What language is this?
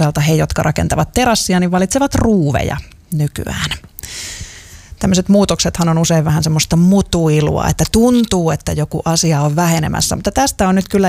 Finnish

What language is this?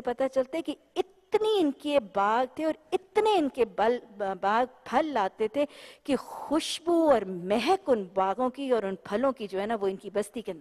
Urdu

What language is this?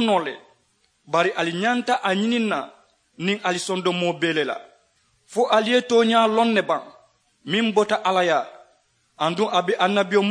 Mandingo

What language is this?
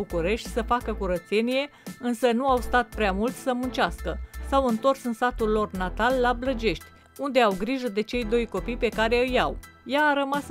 Romanian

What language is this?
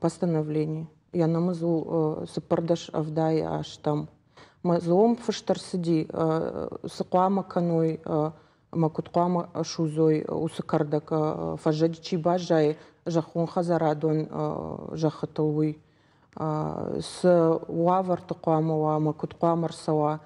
Ossetic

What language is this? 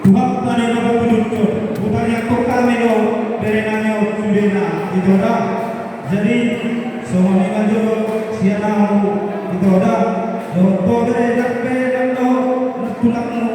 Batak Toba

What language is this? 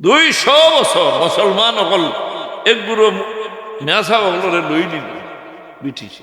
Sylheti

